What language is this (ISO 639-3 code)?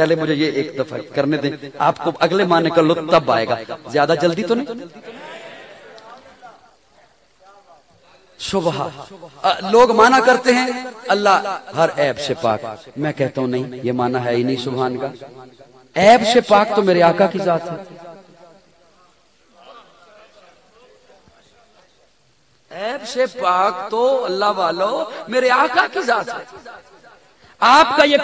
urd